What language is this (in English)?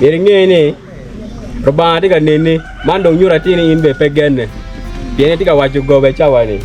Acoli